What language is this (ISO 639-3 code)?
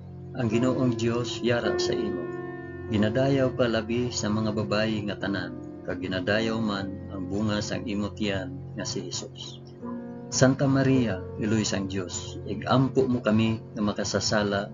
hil